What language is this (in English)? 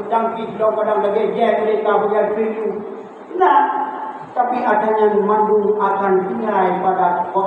Achinese